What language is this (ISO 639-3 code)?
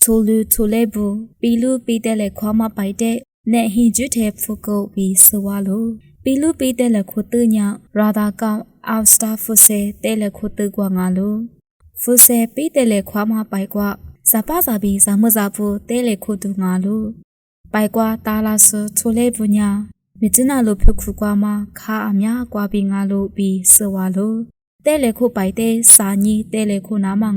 lis